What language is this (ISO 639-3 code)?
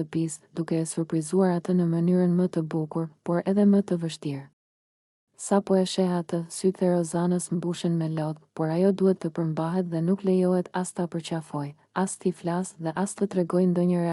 sqi